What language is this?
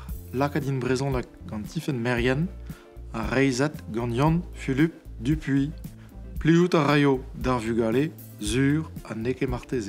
Breton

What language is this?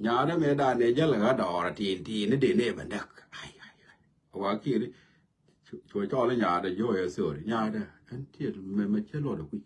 Nuer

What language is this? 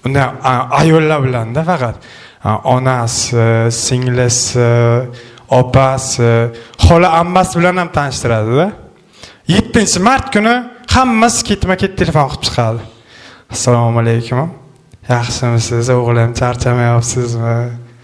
Uzbek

